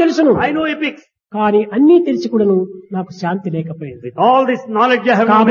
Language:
Telugu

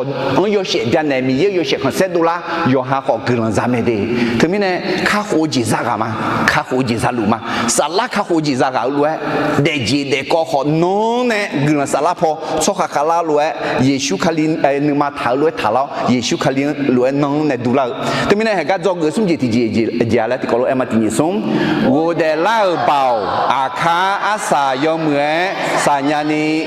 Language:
Akha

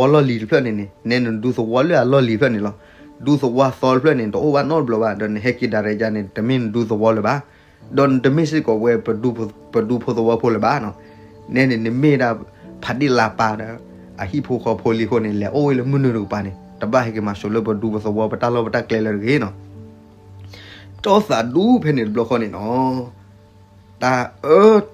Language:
S'gaw Karen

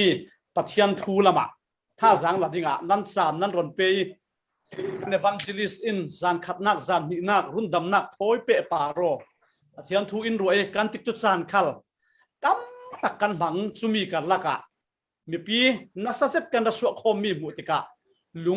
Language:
Falam Chin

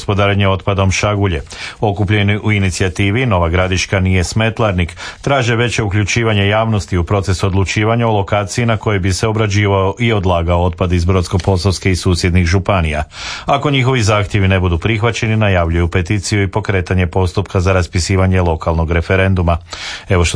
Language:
Croatian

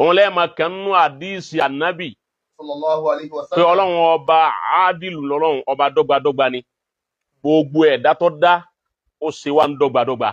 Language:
Yoruba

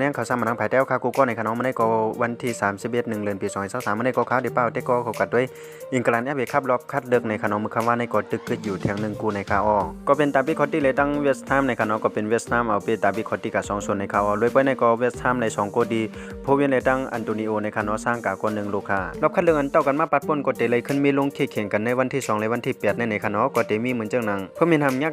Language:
Shan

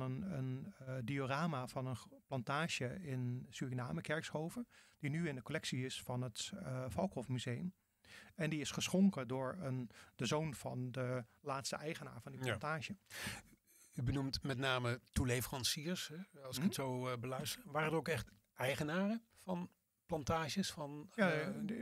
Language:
Dutch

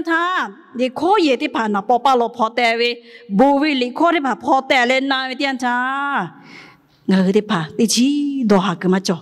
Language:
Lahu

